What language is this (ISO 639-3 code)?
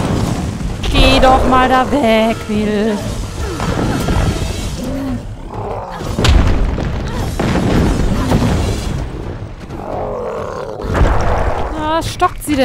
deu